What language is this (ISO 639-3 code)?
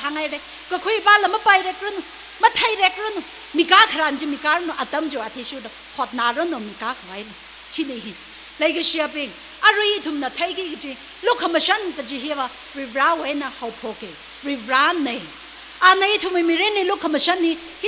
nmf